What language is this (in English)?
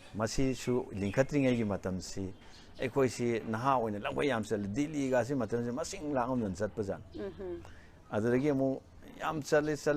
Manipuri